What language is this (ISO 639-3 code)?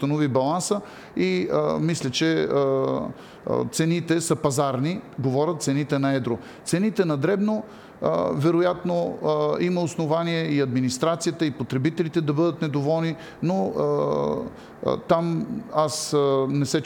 bul